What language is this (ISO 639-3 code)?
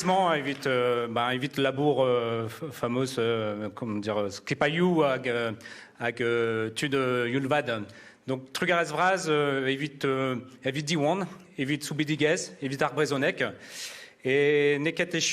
bre